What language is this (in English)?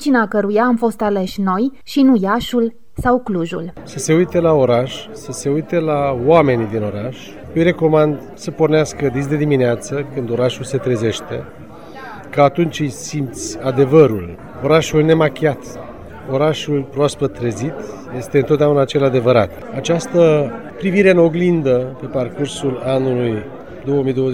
Romanian